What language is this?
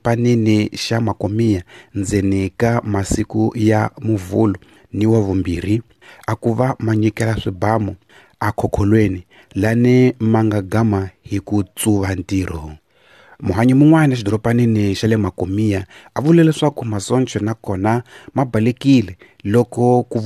Tsonga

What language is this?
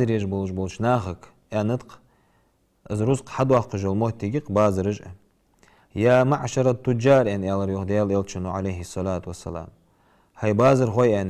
Ingush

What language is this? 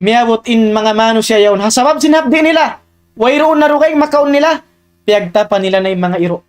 Tausug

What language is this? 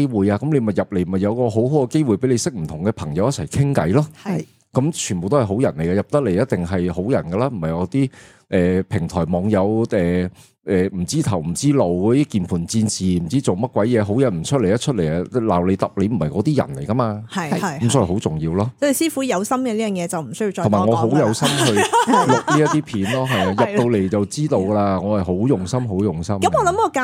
Cantonese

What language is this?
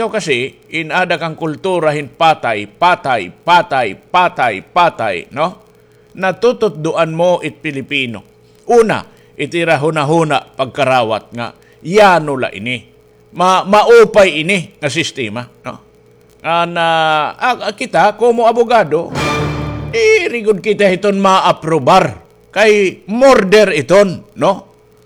Waray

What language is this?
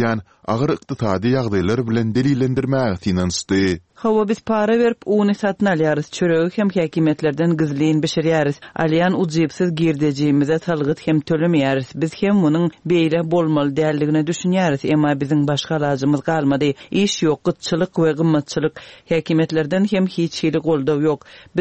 Turkmen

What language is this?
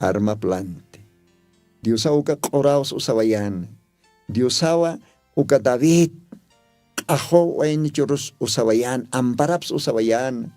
Aymara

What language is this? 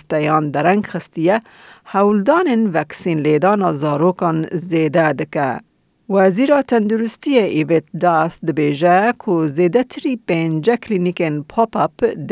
Kurdish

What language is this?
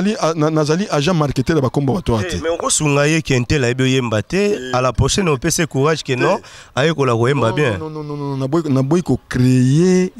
Lingala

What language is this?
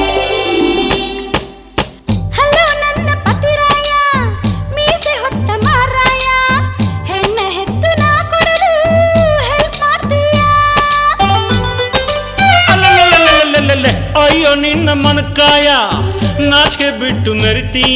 Kannada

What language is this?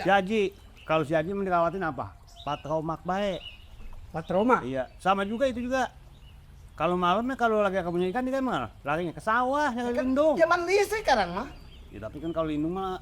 Betawi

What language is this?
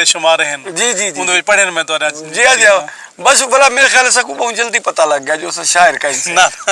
Saraiki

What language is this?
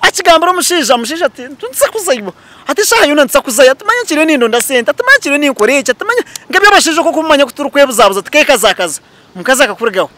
Nyankole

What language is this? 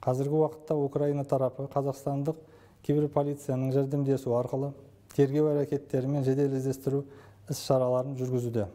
Kazakh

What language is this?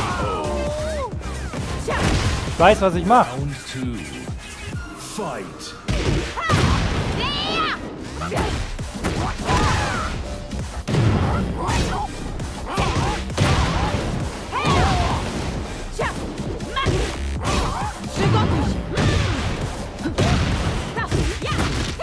German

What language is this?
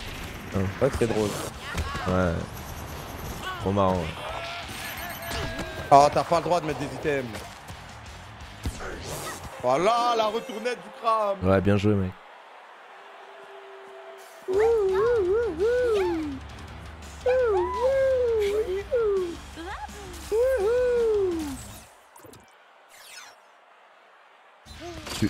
French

